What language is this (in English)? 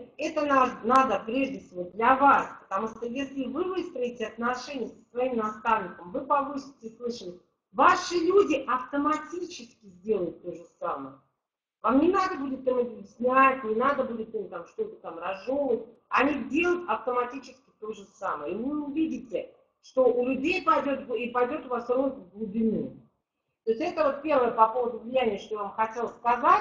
Russian